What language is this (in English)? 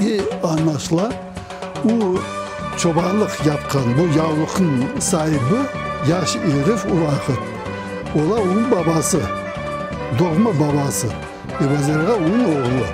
Crimean Tatar